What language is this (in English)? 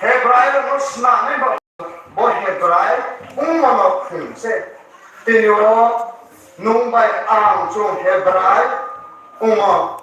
Riang (India)